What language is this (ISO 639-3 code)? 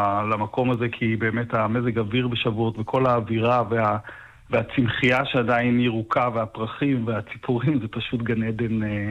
heb